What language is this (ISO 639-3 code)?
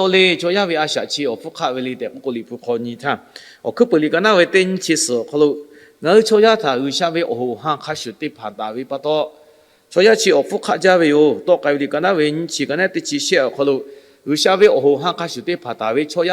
lhu